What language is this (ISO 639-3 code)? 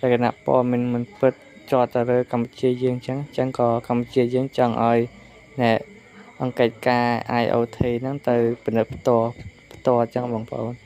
khm